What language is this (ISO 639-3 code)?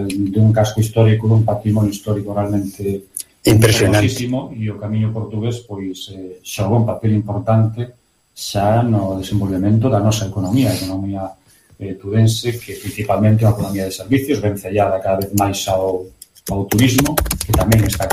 glg